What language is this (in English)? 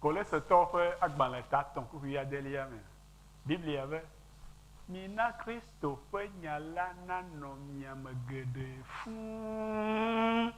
Ewe